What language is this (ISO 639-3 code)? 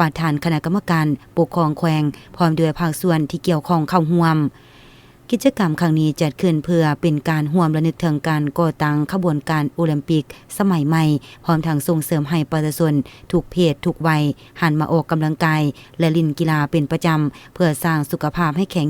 lao